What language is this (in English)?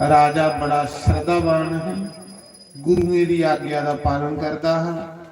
Dogri